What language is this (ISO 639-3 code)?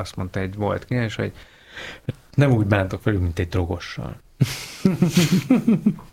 hun